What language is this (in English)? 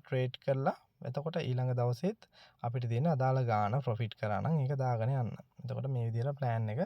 Sinhala